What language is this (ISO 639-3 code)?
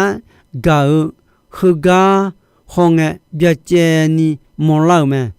ahk